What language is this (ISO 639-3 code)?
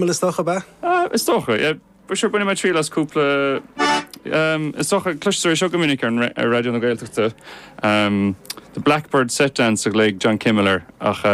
gle